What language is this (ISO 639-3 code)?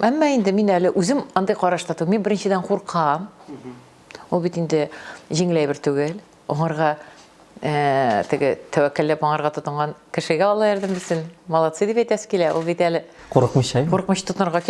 tat